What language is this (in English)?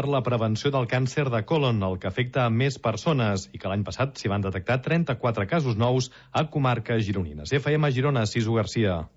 Catalan